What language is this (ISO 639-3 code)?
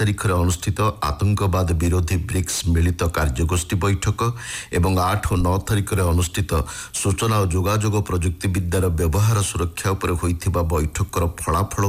ori